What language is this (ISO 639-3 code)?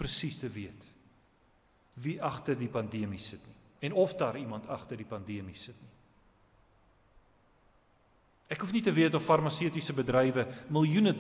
afr